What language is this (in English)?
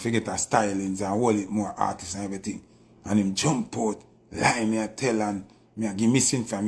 Jamaican Creole English